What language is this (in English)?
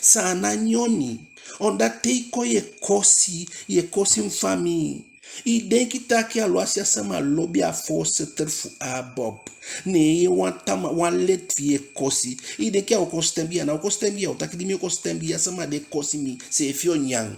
Eastern Maroon Creole